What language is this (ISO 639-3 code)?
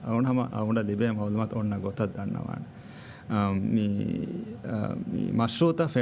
div